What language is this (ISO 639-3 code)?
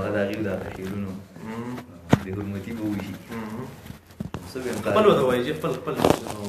pus